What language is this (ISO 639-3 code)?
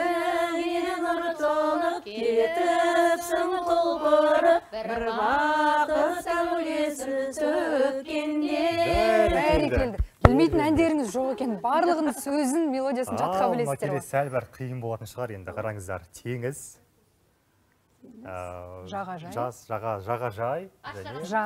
kaz